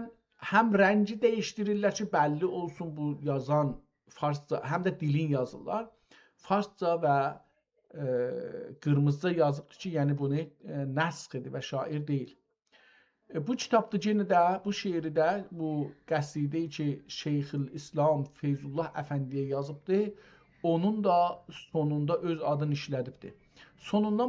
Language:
South Azerbaijani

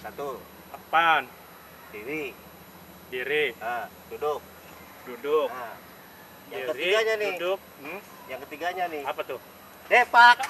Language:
Betawi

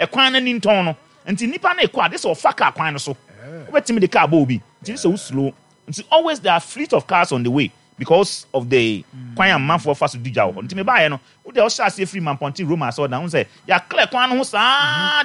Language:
Akan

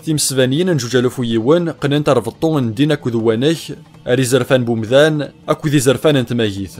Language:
Kabyle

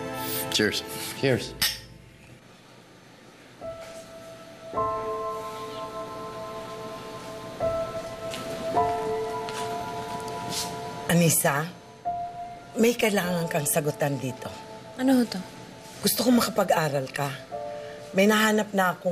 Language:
Filipino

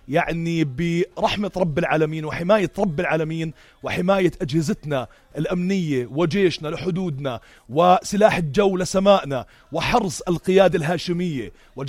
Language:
North Levantine Arabic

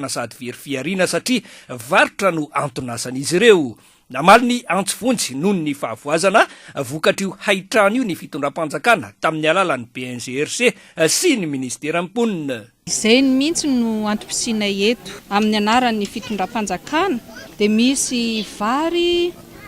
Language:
Malagasy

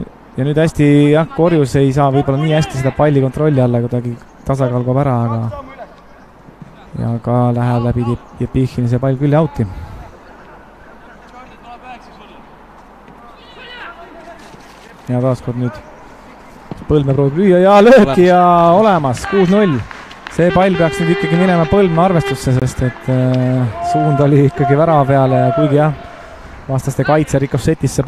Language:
Estonian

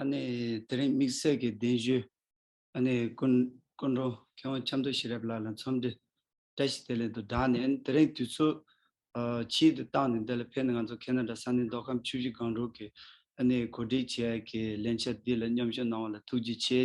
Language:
Tibetan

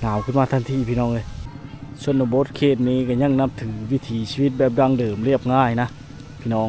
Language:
Lao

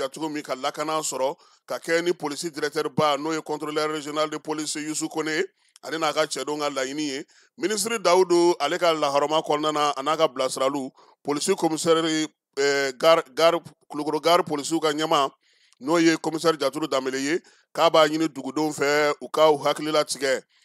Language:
Bambara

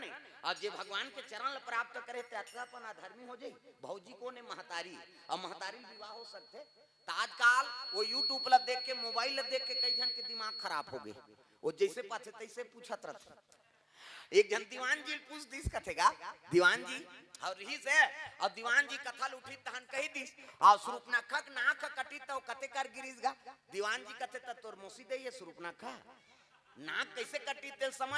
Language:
Chhattisgarhi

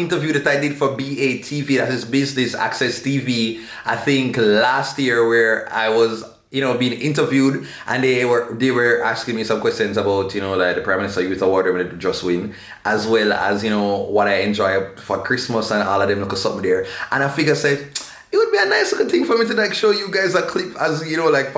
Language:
Jamaican Creole English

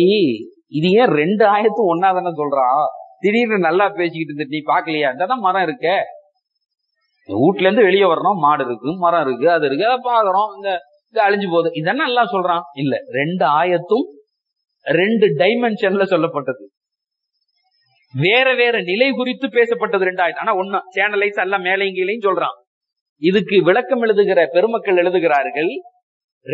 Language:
Tamil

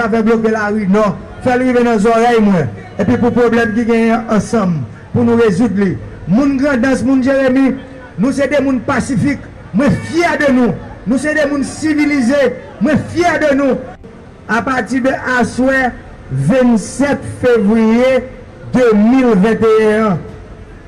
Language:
Haitian Creole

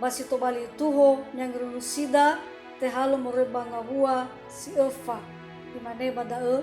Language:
Nias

